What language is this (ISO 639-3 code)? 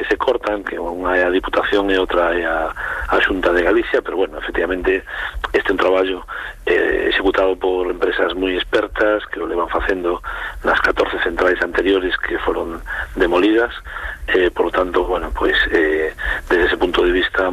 glg